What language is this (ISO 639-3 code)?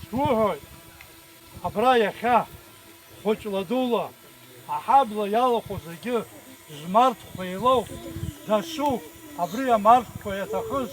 abk